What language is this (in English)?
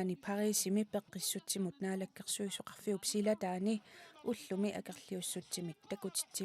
Kalaallisut